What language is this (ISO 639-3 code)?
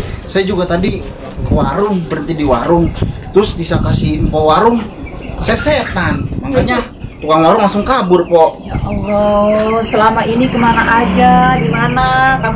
bew